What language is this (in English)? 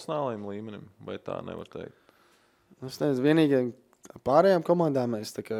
Latvian